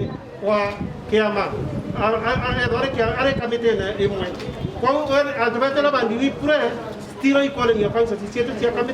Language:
Meru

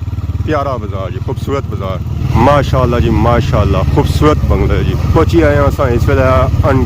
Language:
Pahari-Potwari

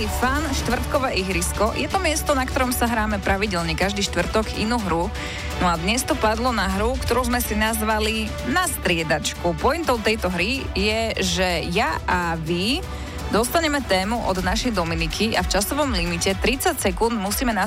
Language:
Slovak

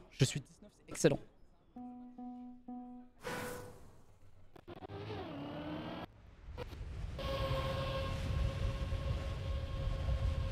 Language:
French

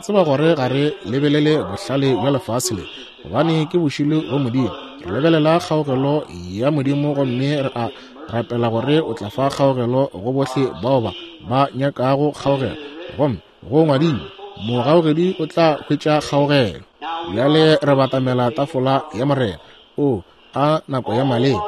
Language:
Northern Sotho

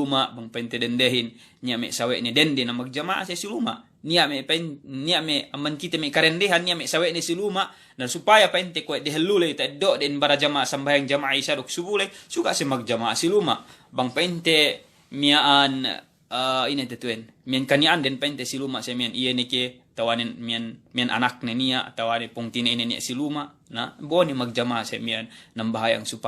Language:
Yakan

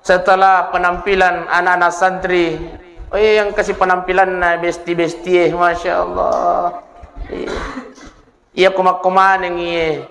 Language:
Buginese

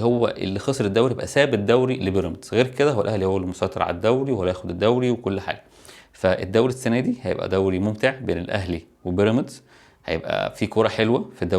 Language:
Egyptian Arabic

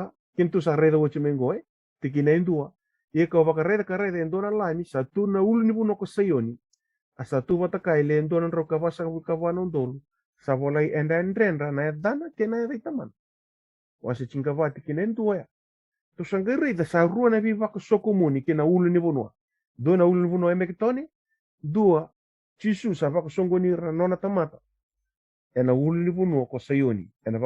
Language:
Fijian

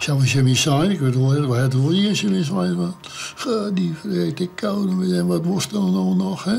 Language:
Western Frisian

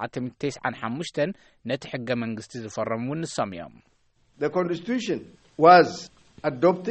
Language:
Tigrinya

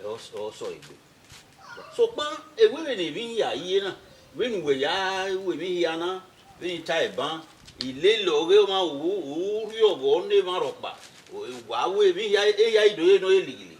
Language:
Bini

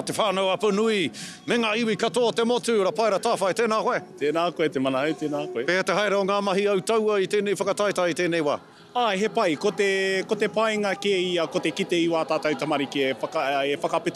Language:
Māori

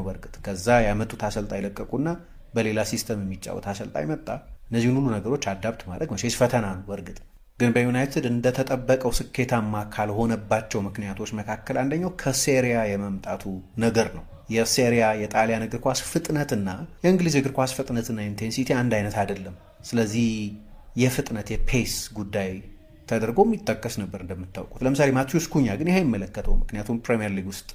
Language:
Amharic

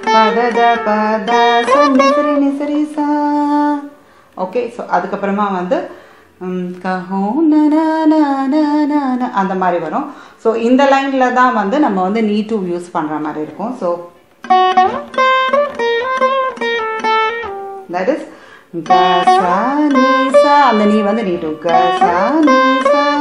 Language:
Tamil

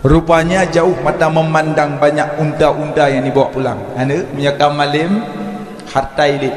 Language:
Achinese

